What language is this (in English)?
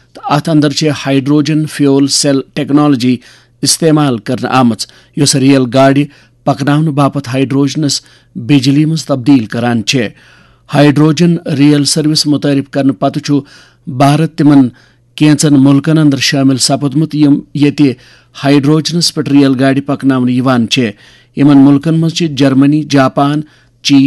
Kashmiri